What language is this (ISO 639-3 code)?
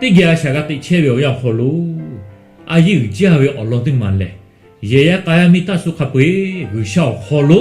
lhu